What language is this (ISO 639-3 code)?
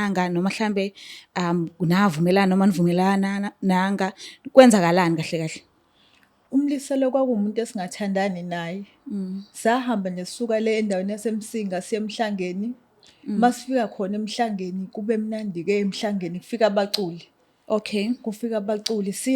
zul